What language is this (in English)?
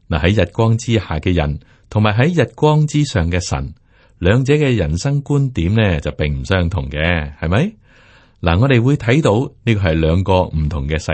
Cantonese